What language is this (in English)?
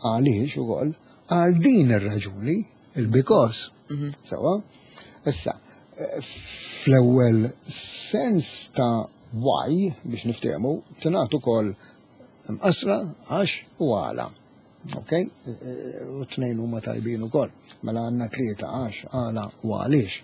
Maltese